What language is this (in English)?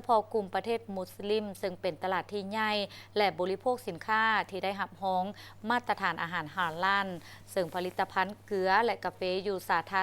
Lao